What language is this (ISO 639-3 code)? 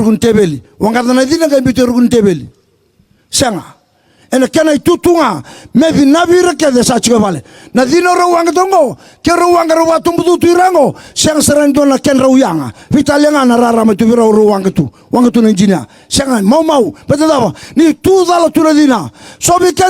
fij